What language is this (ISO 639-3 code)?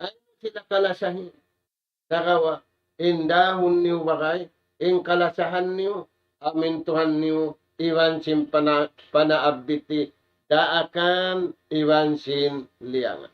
tsg